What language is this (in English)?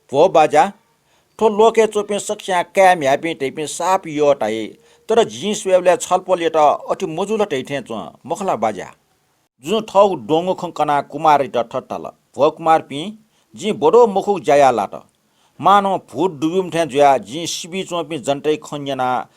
Newari